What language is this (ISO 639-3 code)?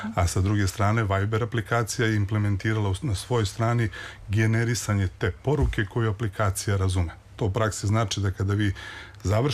srp